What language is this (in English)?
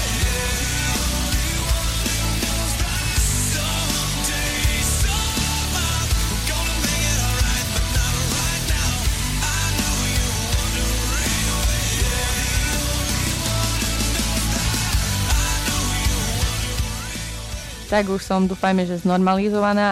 Slovak